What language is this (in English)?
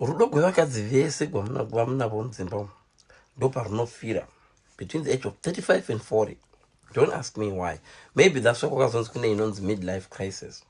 Shona